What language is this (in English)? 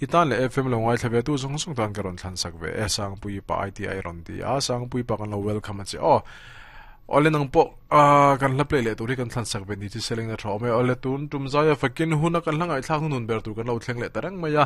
Mizo